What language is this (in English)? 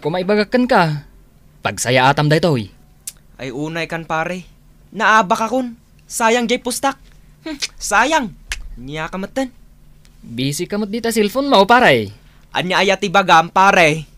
Iloko